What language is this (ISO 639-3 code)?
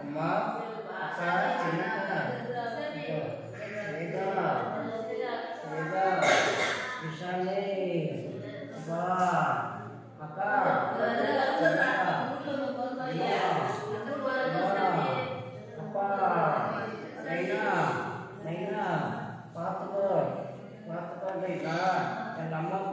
tam